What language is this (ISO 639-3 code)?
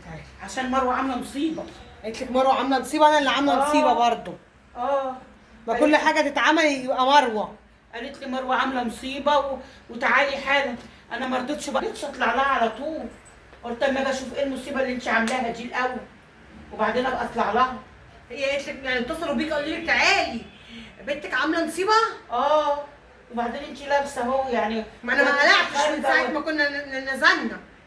arz